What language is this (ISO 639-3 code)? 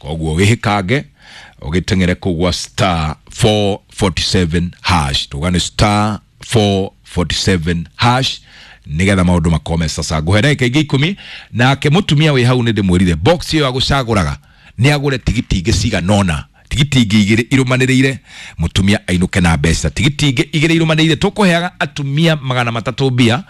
kik